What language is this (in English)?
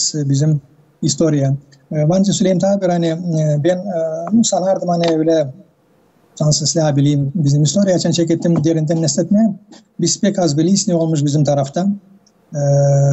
Gagauz